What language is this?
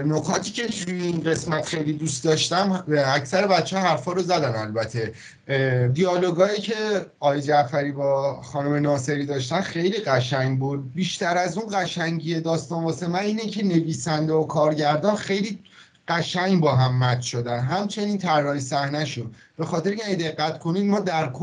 Persian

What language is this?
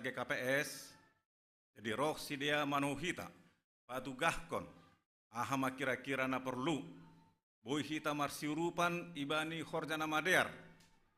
Batak Simalungun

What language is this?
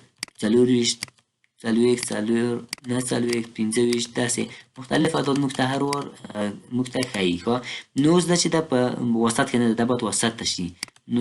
Pashto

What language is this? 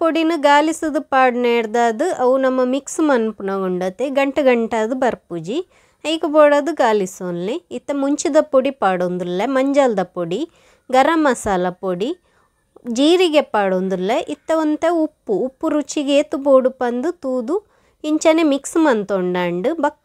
Tulu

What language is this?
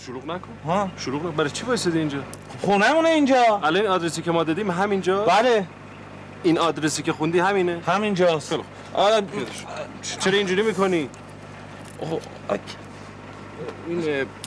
Persian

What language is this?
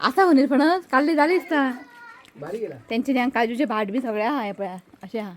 Konkani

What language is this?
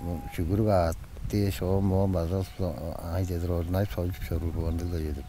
Tuvinian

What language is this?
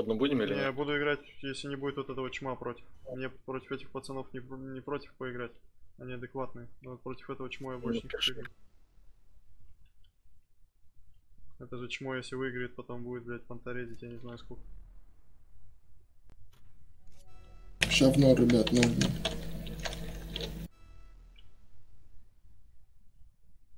Russian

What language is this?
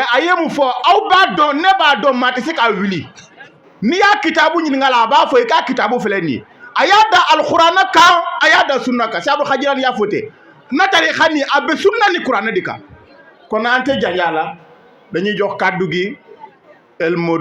Wolof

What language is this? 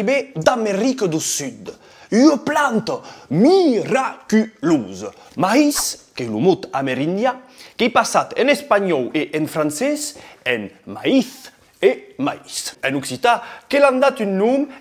Occitan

